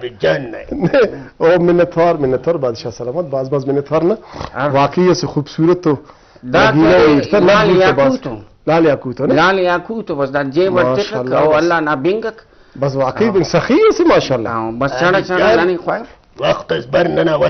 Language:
Brahui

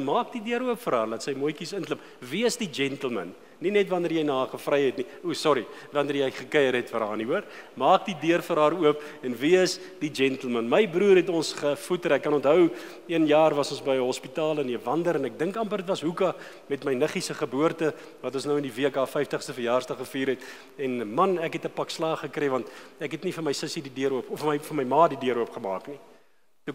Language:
Afrikaans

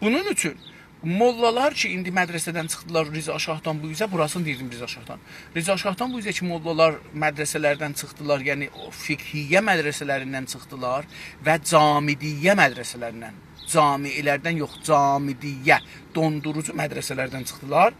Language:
South Azerbaijani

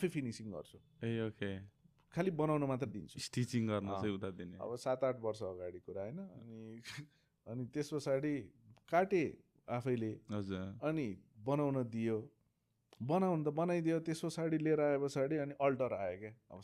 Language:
Nepali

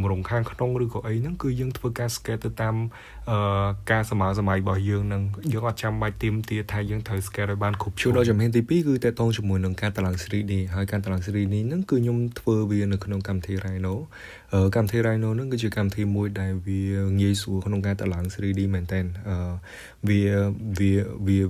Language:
Khmer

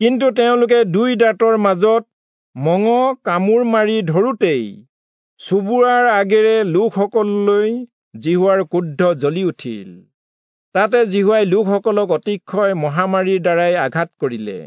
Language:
Assamese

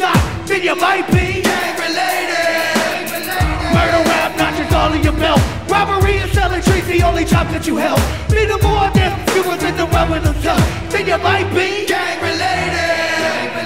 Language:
English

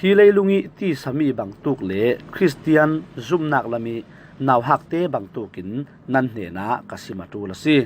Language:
Falam Chin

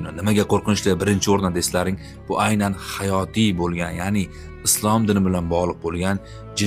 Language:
Uzbek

